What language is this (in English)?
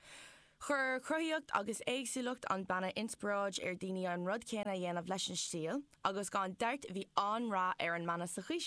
Irish